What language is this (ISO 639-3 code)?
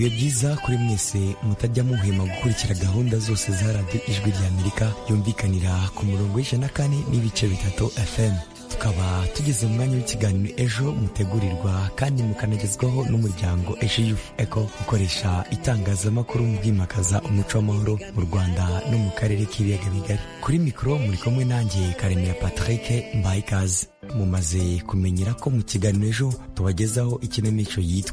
kin